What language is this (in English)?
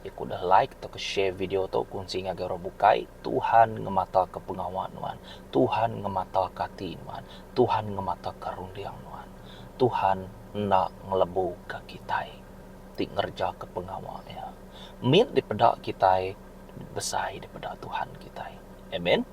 Iban